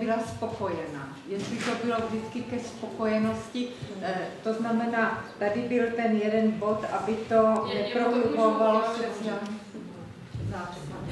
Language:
Czech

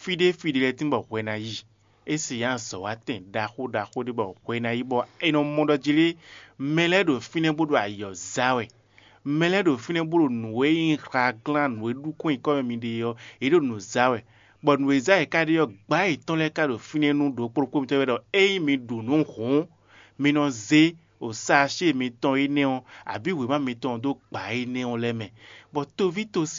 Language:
Fon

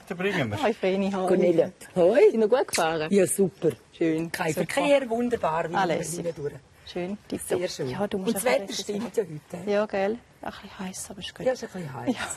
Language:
Swiss German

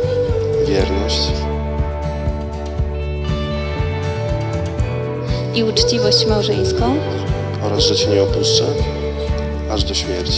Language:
Polish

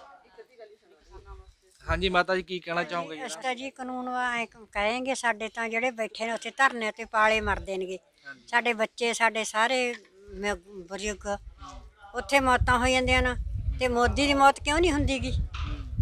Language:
Punjabi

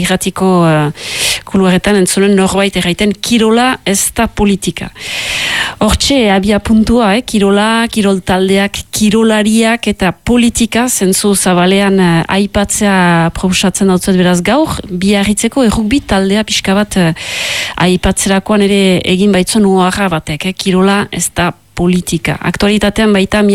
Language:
Basque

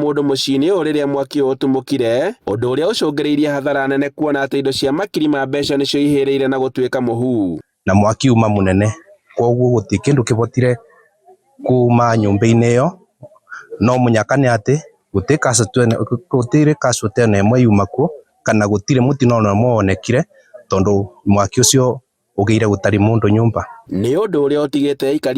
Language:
Kikuyu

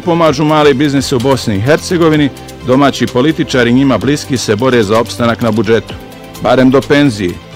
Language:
Bosnian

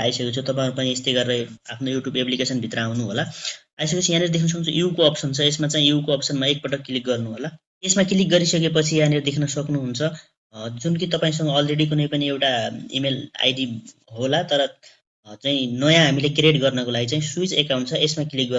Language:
Nepali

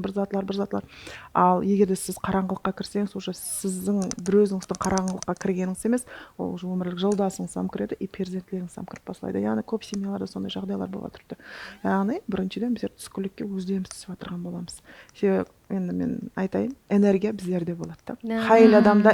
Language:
Kara-Kalpak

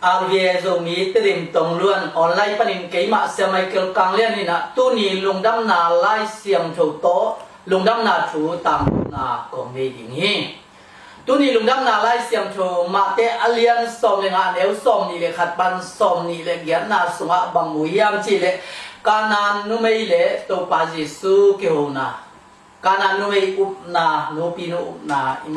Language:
Tedim Chin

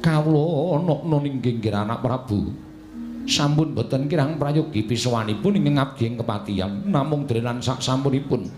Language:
Javanese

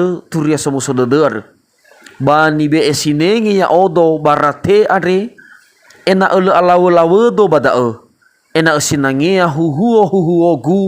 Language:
Nias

